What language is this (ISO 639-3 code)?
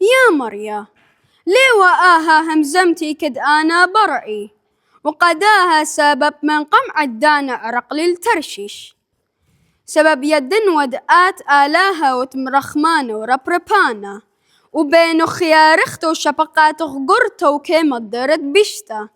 aii